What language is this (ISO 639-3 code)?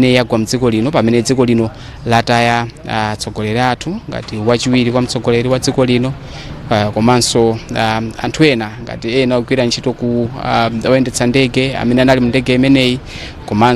nya